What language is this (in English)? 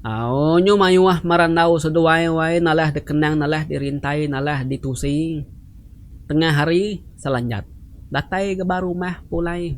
Iban